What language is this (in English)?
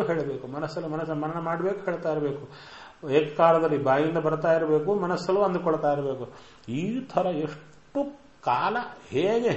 Kannada